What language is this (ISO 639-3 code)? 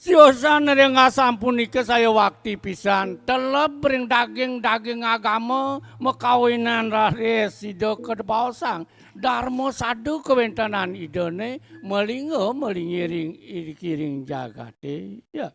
ban